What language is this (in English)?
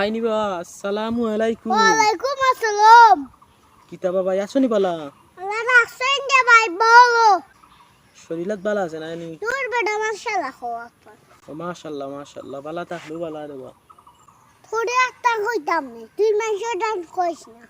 Sylheti